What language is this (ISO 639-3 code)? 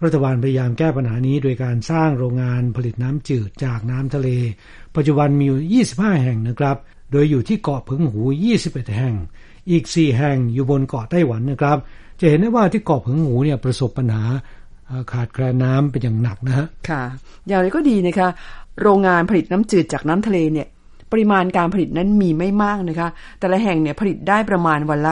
tha